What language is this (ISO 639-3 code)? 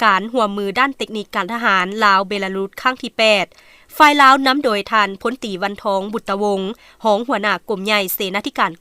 lao